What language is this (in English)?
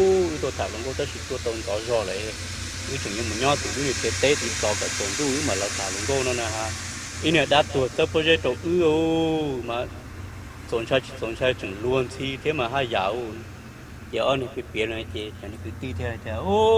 Hmong